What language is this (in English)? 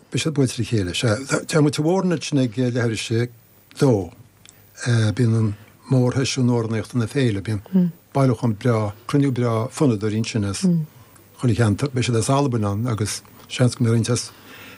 Irish